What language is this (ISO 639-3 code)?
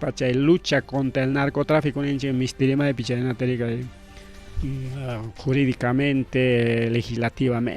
quy